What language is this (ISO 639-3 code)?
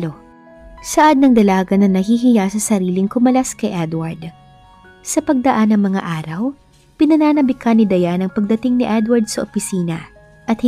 fil